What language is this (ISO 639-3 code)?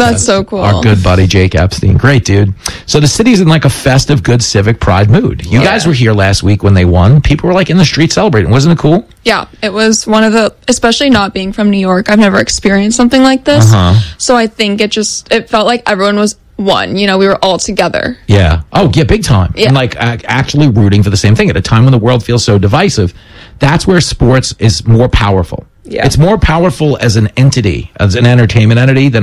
eng